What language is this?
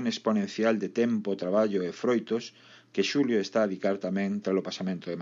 Galician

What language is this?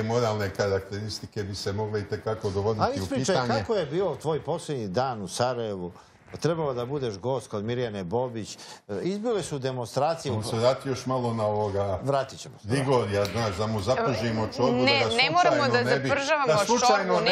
Serbian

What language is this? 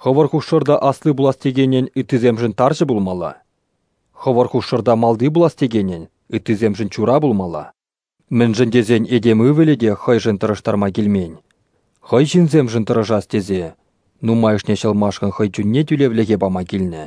Chuvash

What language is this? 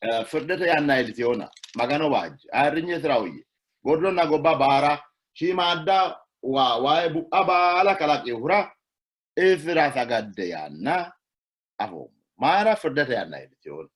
Sidamo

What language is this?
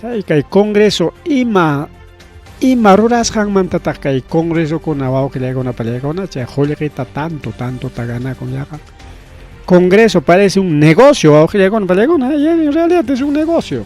Ayacucho Quechua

